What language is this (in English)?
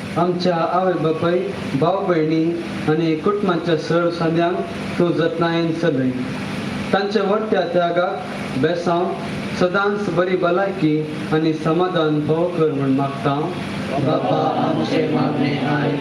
Konkani